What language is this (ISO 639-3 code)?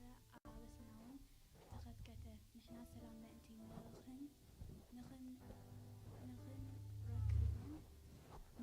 tir